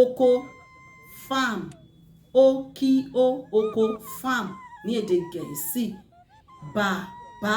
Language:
Yoruba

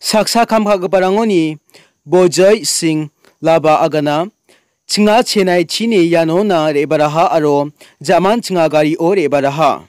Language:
Garo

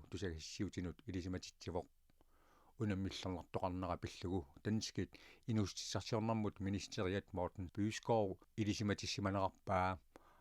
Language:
Kalaallisut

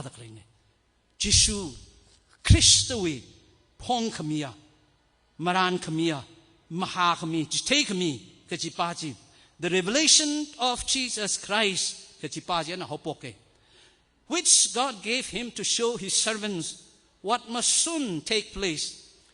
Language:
Tangkhul Naga (India)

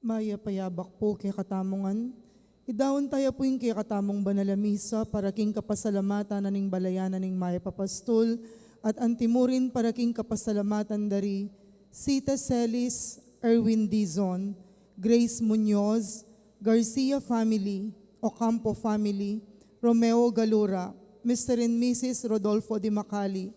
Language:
Pampanga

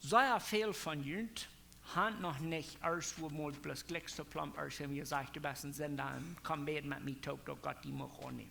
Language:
Plautdietsch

